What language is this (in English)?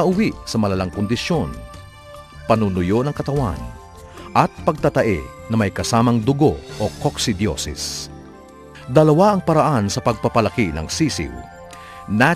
Filipino